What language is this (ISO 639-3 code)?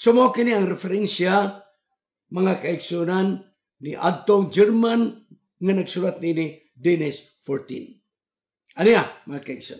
ceb